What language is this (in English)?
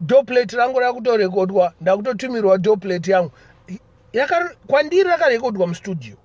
Shona